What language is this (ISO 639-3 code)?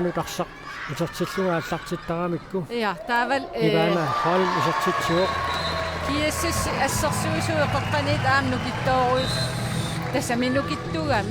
kal